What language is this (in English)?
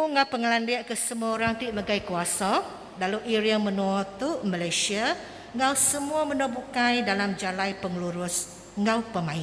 Iban